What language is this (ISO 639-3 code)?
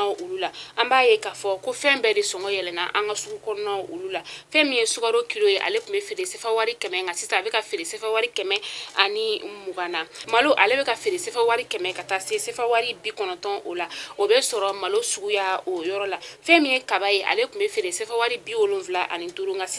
bam